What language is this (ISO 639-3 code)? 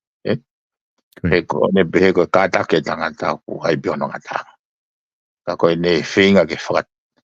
ton